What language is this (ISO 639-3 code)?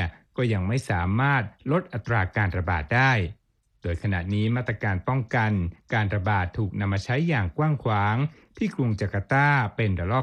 tha